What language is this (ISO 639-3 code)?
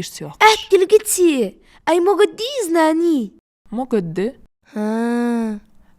inh